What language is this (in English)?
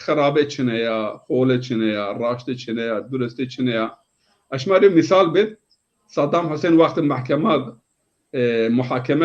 Zaza